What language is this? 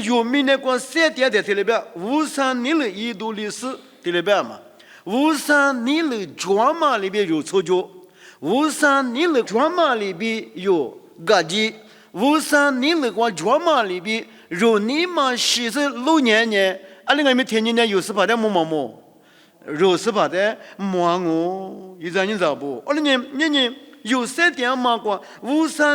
Lisu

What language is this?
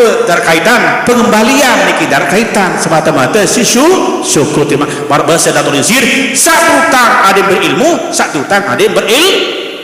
Sasak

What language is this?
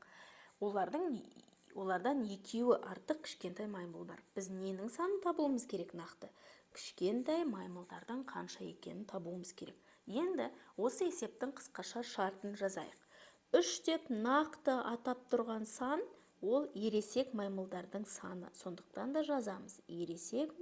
Kazakh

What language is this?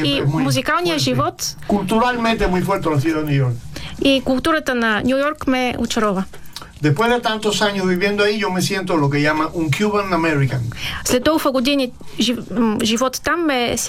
Bulgarian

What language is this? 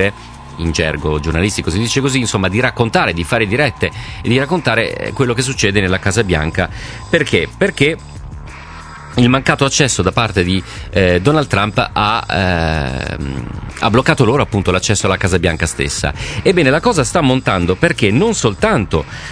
Italian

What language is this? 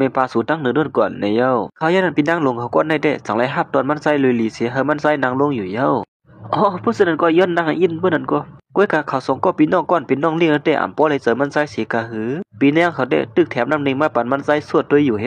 Shan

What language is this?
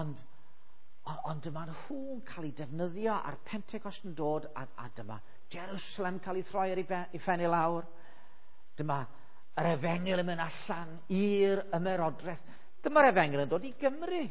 Welsh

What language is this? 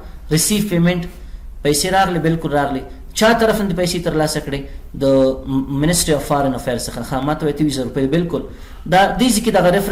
Pashto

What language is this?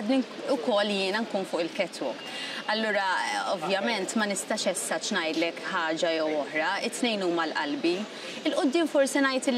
Maltese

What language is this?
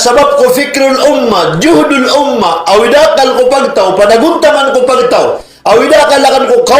Maranao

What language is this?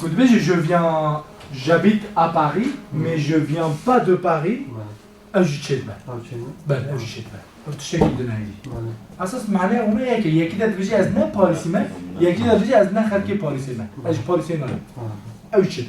Kurdish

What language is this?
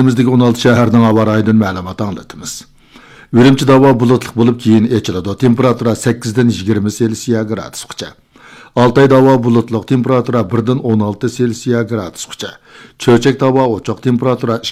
Uyghur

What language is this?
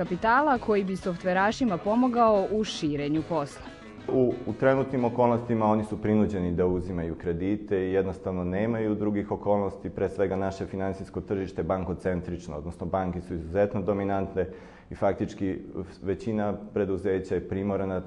Serbian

